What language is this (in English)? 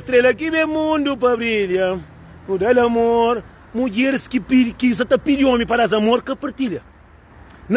Kabuverdianu